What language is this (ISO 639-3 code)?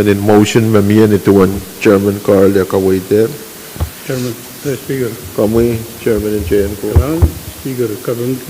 pon